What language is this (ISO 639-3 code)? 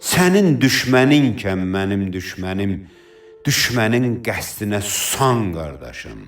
aze